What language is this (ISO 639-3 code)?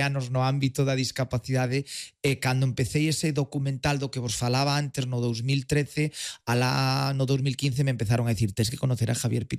glg